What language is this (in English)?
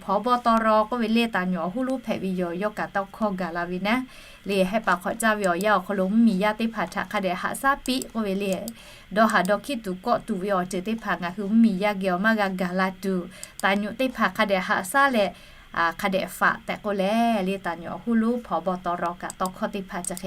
Lahu